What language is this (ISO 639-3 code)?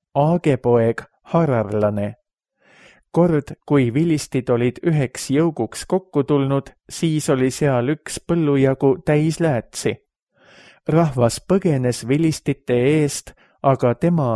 est